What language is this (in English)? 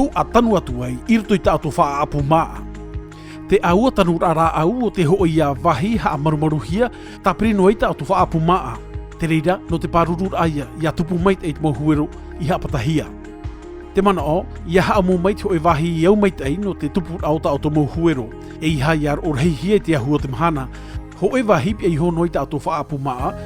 Tahitian